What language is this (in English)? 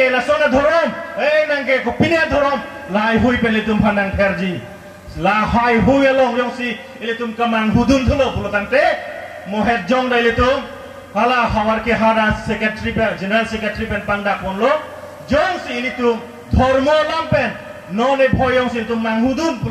Karbi